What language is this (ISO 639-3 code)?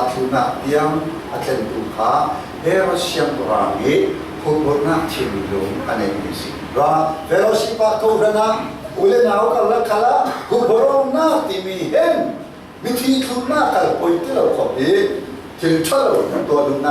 cfm